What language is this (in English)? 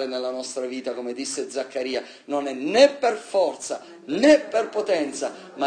Italian